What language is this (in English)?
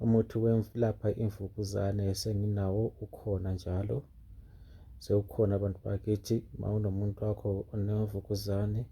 Zulu